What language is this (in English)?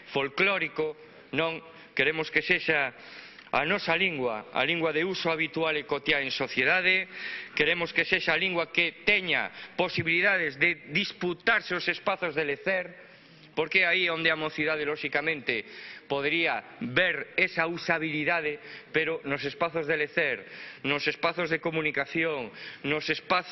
Galician